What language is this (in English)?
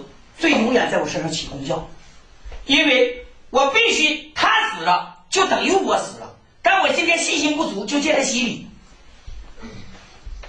Chinese